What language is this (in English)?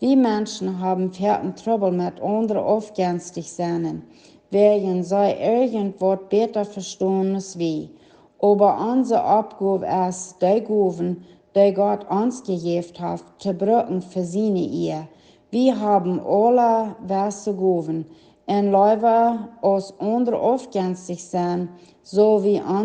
Plautdietsch